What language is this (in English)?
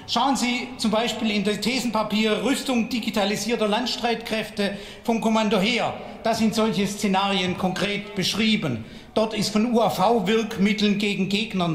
German